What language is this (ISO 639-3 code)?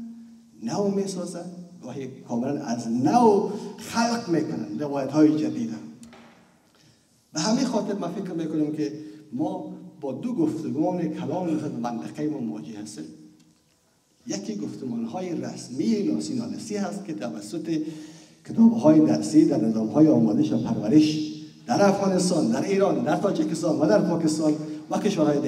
fas